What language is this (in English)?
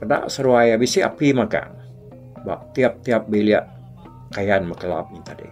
Iban